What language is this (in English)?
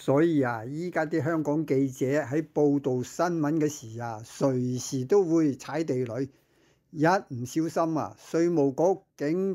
Cantonese